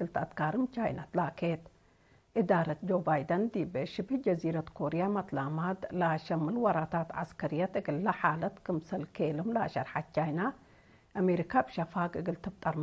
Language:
Tigre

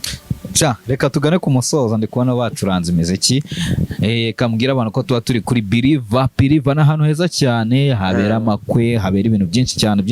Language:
Kinyarwanda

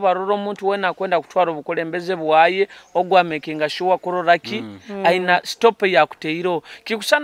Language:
Nyoro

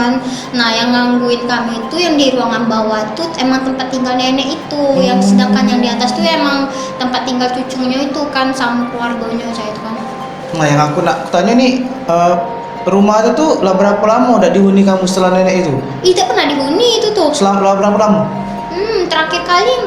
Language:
Musi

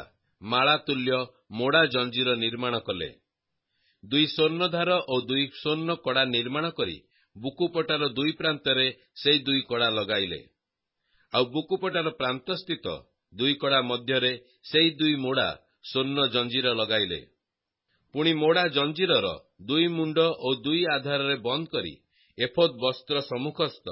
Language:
Odia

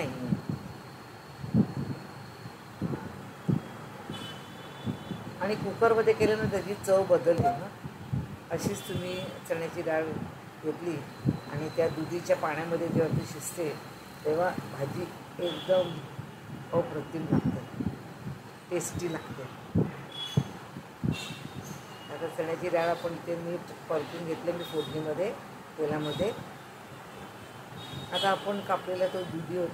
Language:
Marathi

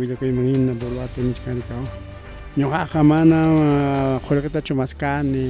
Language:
Ayacucho Quechua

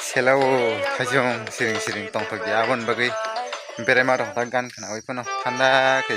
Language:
Kok Borok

